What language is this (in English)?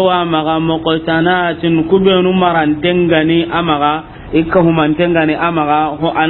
Soninke